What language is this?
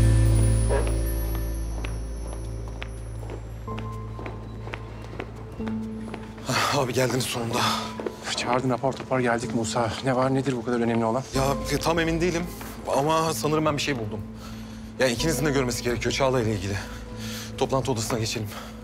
Turkish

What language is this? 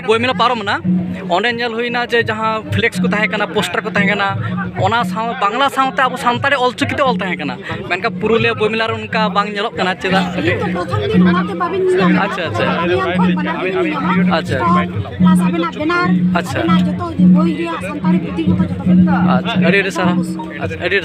Santali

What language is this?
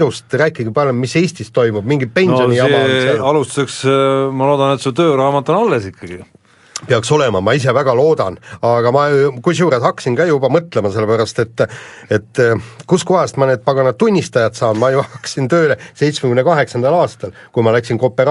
Estonian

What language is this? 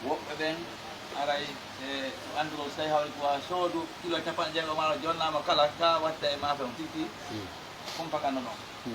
Pular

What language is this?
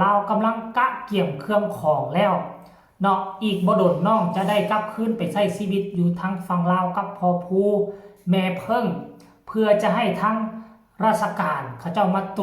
Northeastern Thai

